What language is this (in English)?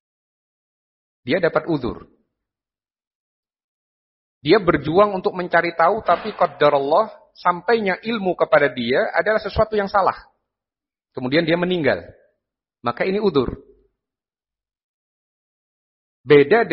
Indonesian